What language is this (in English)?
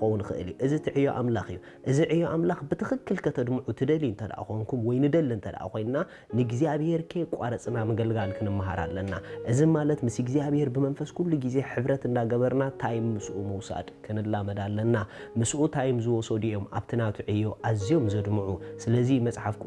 Tigrinya